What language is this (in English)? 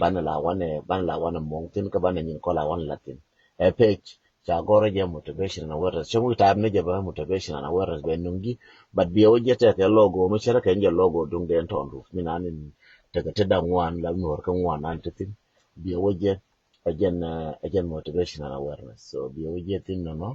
Nuer